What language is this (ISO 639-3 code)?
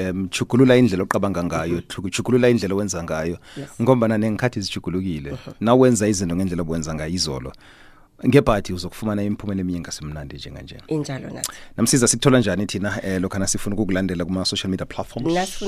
nbl